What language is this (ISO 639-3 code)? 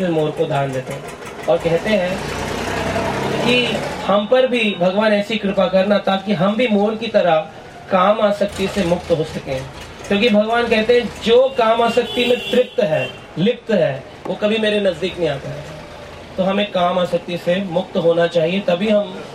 hin